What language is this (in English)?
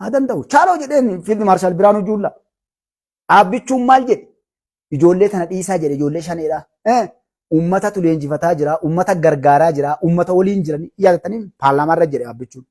Oromo